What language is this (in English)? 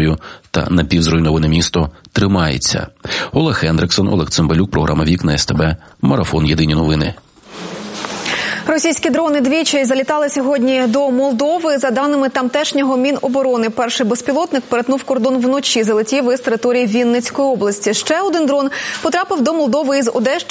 Ukrainian